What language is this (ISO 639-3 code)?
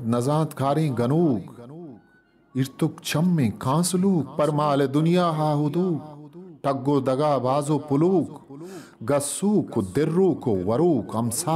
bgp